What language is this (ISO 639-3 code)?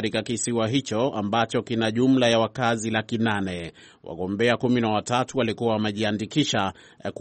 swa